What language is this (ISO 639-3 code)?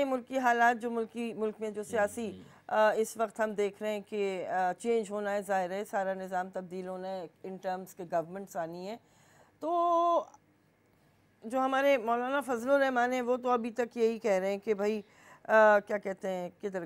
urd